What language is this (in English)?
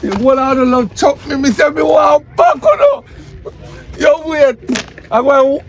Jamaican Creole English